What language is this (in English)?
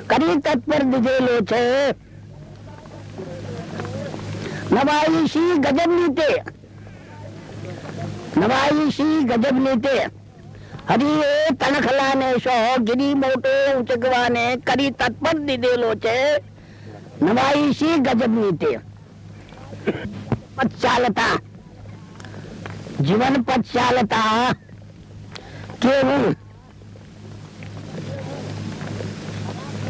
Gujarati